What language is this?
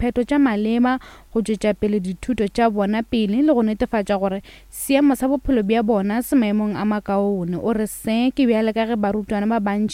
Northern Sotho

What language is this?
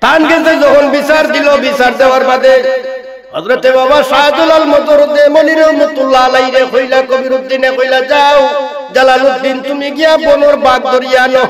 Sylheti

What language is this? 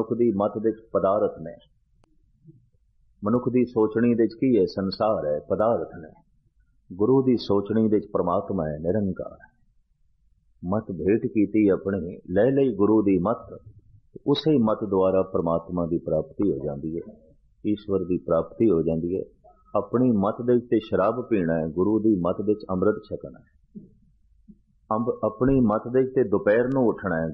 Punjabi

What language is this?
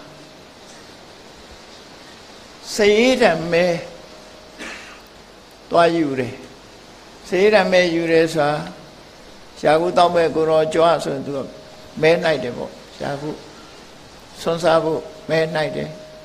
Burmese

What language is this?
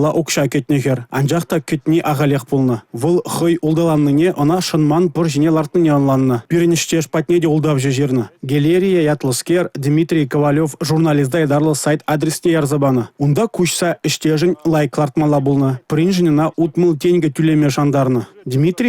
Chuvash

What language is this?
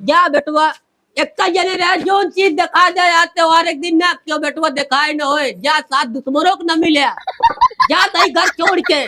Awadhi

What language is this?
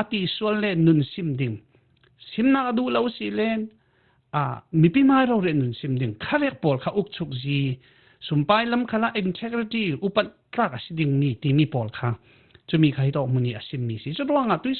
Falam Chin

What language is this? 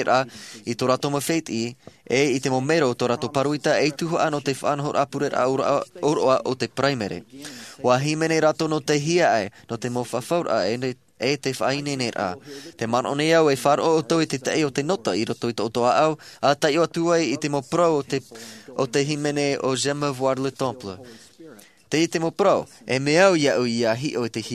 Tahitian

